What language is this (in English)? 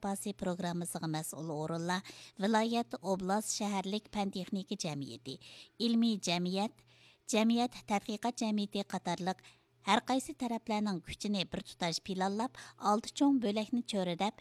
Uyghur